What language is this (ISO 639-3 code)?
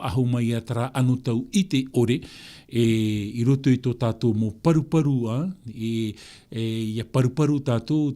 tah